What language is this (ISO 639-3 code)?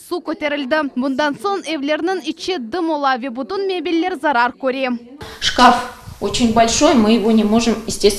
crh